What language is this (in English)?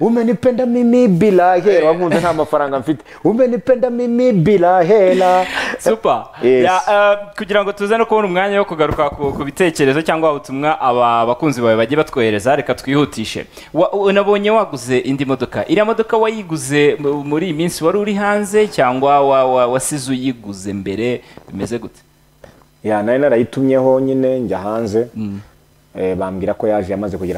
Kinyarwanda